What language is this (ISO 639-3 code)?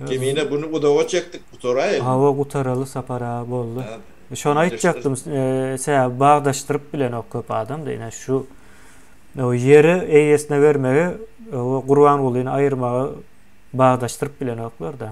tuk